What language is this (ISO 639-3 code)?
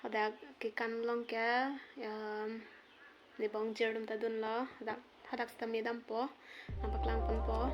mjw